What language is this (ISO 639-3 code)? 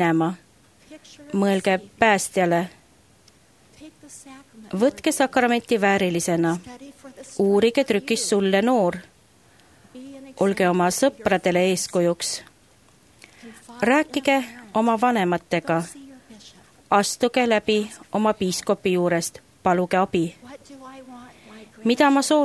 est